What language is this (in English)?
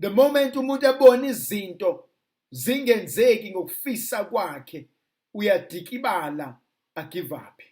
Zulu